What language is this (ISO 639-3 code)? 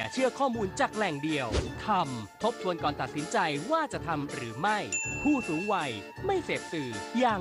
tha